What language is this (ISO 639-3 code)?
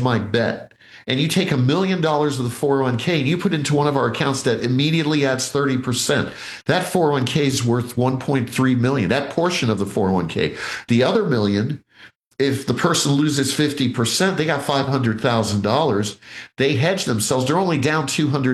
eng